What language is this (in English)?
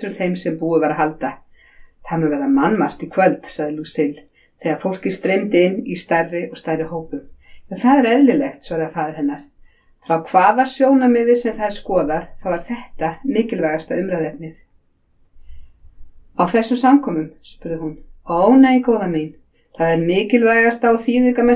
Icelandic